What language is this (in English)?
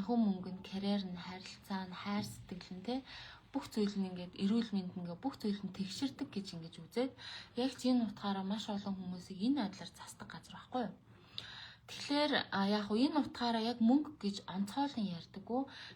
Mongolian